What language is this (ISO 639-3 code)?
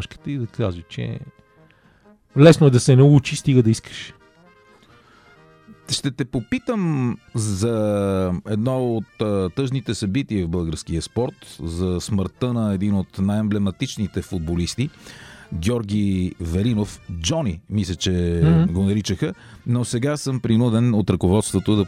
bul